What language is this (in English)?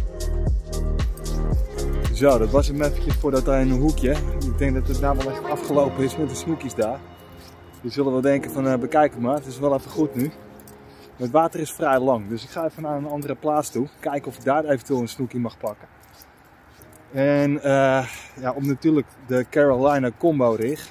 Dutch